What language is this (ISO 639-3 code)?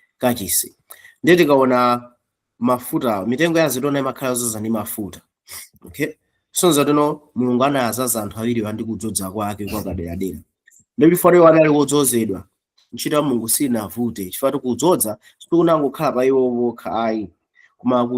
nya